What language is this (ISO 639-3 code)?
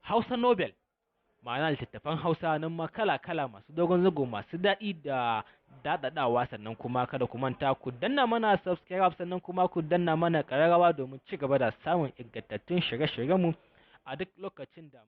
hau